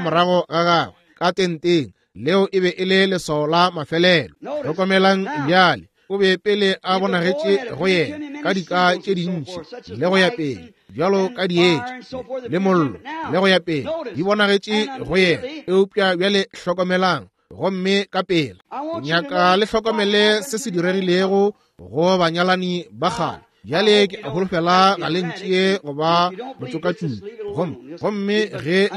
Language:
Northern Sotho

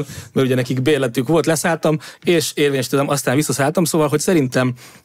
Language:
Hungarian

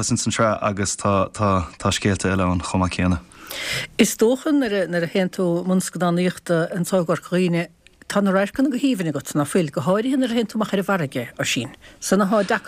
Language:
Irish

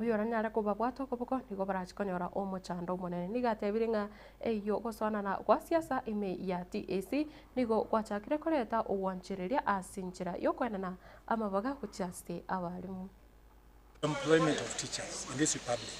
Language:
Gusii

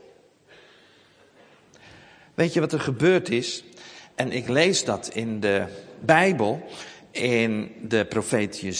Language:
Dutch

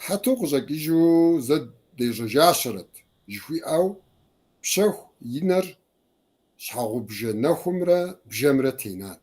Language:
Kabardian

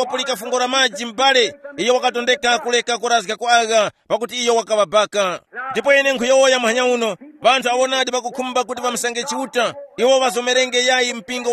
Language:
Tumbuka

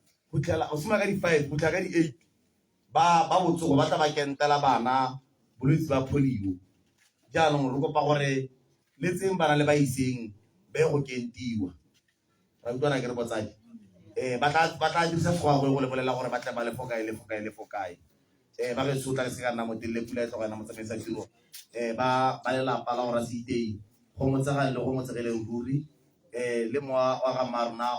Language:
Tswana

